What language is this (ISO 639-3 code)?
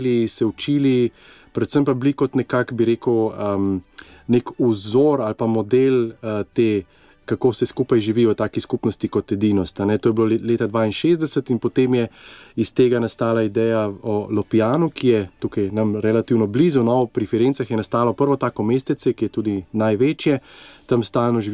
slv